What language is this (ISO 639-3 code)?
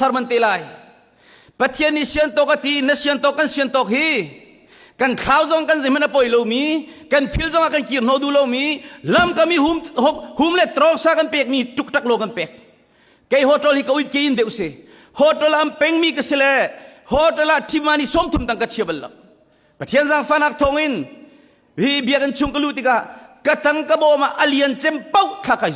cnh